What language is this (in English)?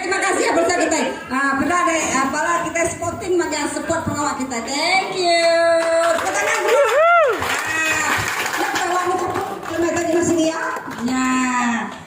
Iban